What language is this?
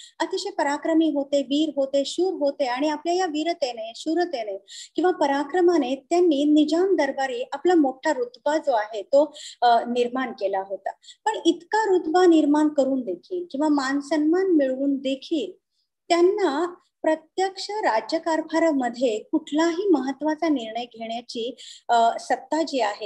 Marathi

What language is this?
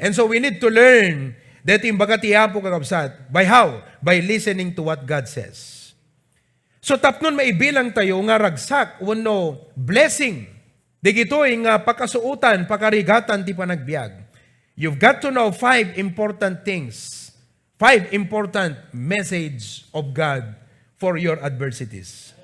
Iloko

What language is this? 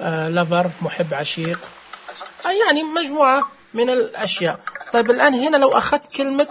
Najdi Arabic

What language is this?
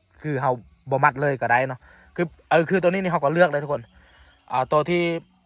Lao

